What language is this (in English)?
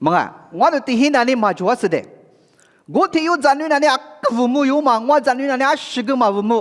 Lisu